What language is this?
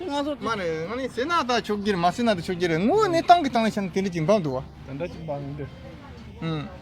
Tibetan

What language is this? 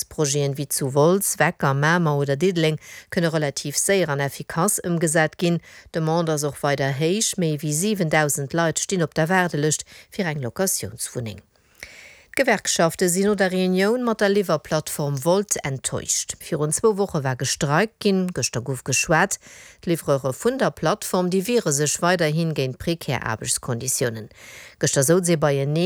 Luxembourgish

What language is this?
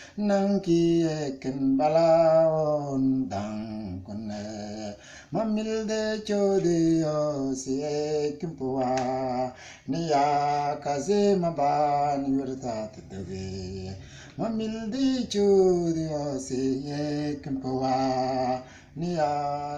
Mabaan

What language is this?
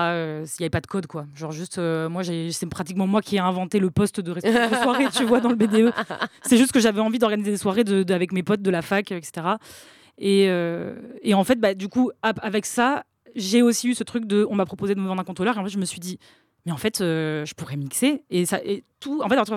French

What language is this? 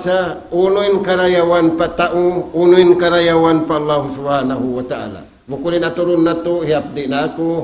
Tausug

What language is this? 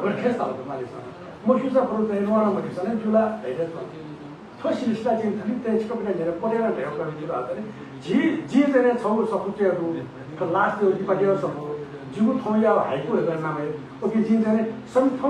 Newari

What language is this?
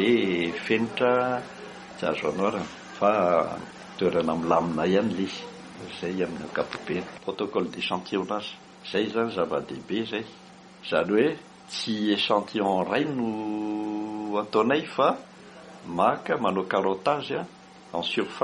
Malagasy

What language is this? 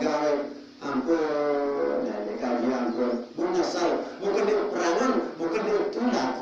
Sasak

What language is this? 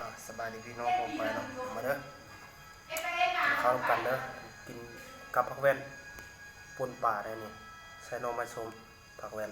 Lao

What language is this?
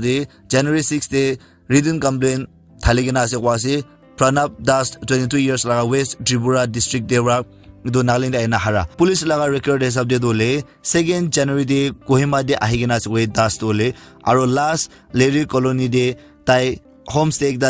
Naga Pidgin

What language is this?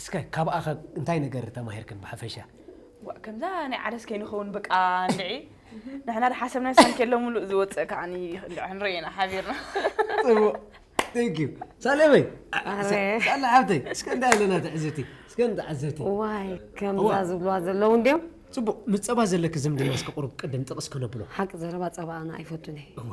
Tigrinya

